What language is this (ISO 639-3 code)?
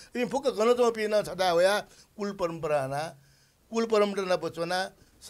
new